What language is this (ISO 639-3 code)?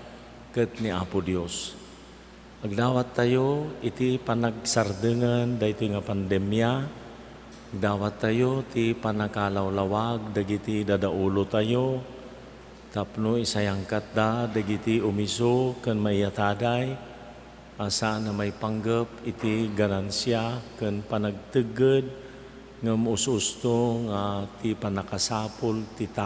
ilo